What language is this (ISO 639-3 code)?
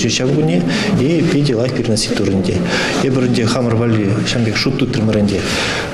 chv